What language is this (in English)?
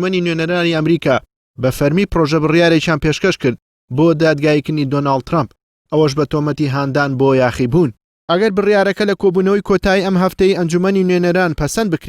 Central Kurdish